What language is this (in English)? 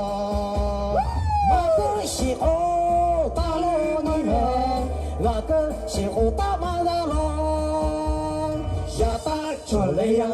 Lahu